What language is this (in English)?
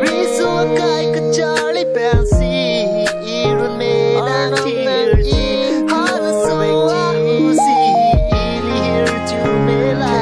Karbi